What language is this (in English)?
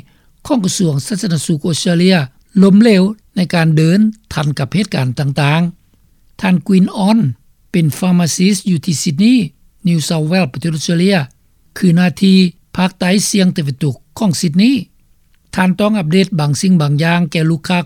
Lao